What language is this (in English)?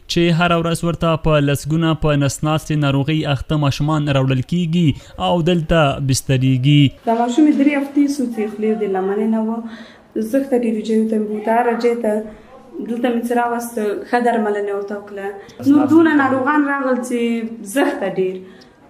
Pashto